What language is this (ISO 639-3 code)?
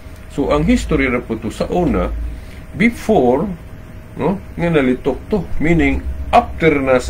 ceb